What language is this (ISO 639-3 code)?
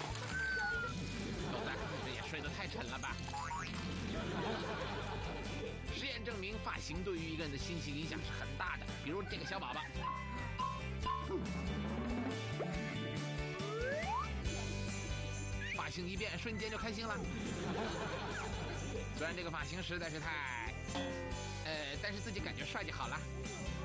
zho